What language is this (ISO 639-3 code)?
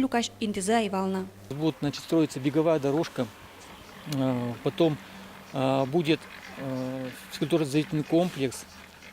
udm